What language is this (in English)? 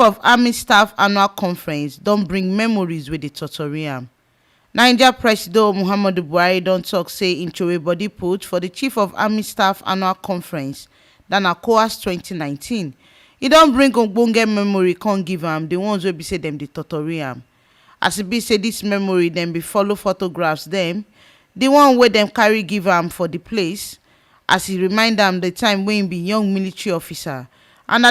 Nigerian Pidgin